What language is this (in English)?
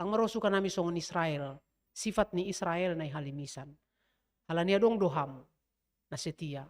Batak Simalungun